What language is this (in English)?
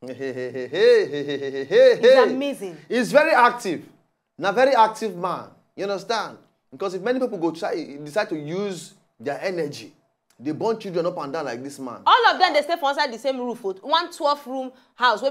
Nigerian Pidgin